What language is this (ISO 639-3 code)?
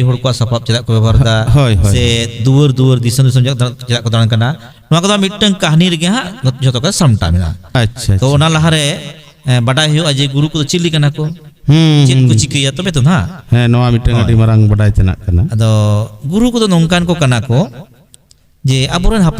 sat